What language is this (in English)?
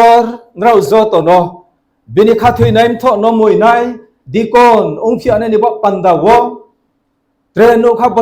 Riang (India)